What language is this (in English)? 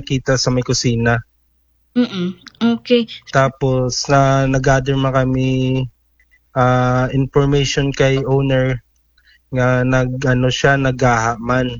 Aklanon